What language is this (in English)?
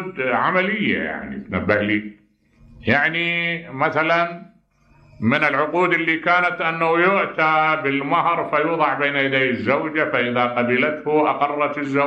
Mesopotamian Arabic